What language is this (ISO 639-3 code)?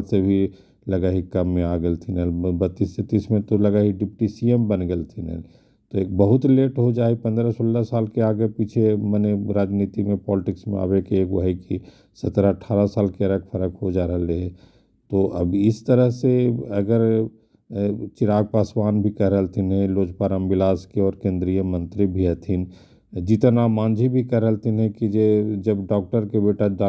mag